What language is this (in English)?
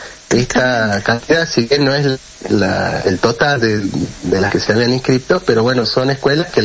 Spanish